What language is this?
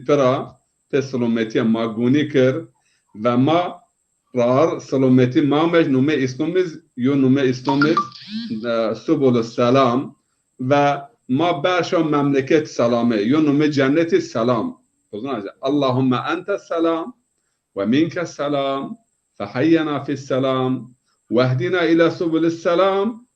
Zaza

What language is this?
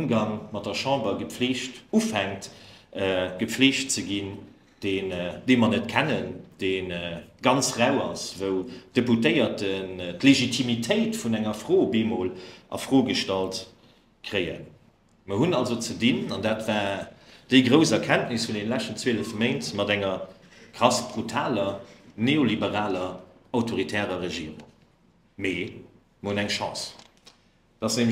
Luxembourgish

